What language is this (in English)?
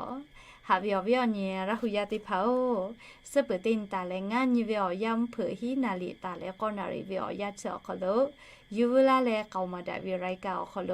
Lahu